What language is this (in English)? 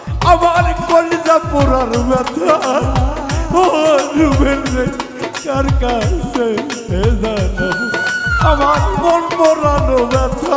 Bangla